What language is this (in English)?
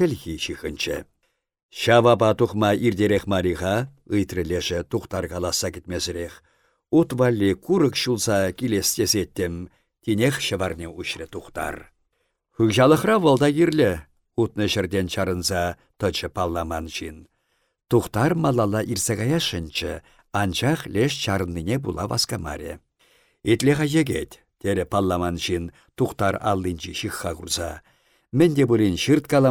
Chuvash